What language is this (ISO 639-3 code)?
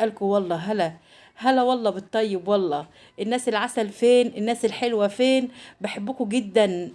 arz